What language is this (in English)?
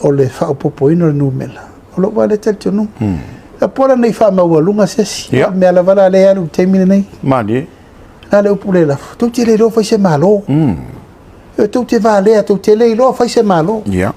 Samoan